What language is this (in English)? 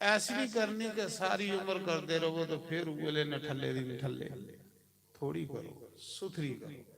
Dogri